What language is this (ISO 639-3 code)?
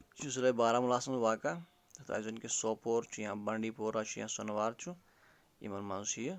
kas